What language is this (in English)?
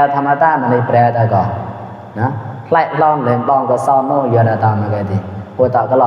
Mon